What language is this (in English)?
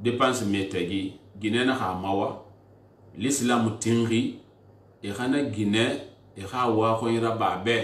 Susu